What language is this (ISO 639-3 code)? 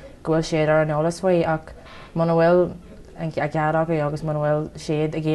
gle